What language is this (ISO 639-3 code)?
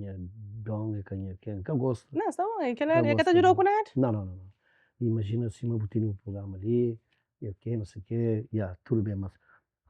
kea